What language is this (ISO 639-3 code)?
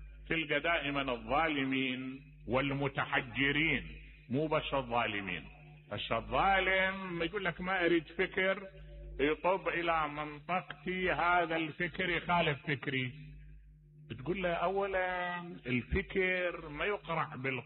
acm